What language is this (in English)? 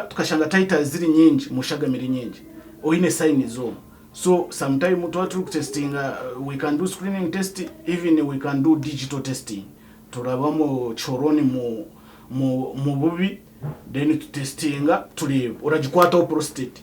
Nyankole